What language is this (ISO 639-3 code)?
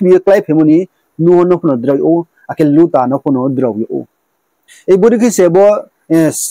ria